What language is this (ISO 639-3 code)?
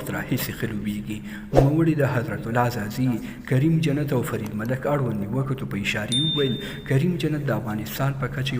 pus